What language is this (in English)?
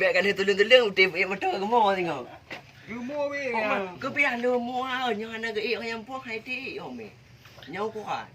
Achinese